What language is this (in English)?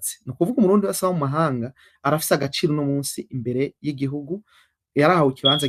Rundi